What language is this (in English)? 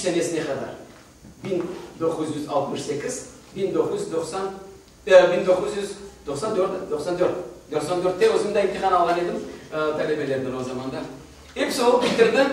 Crimean Tatar